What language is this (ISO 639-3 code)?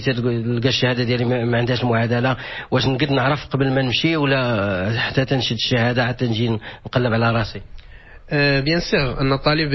ary